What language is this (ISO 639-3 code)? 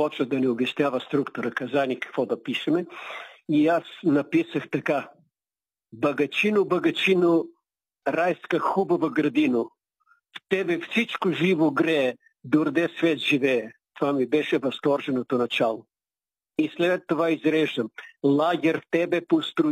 bul